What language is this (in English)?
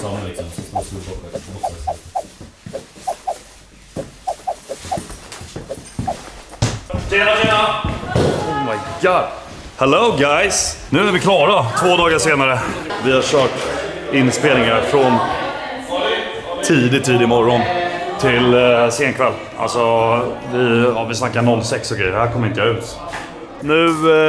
Swedish